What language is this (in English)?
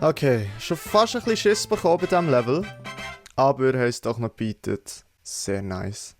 Swiss German